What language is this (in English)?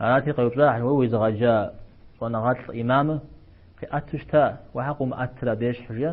Kabardian